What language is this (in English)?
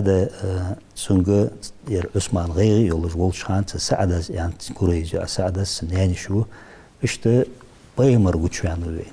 Ingush